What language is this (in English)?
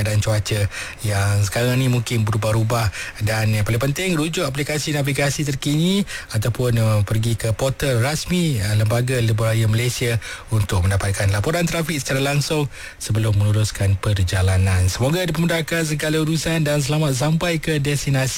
Malay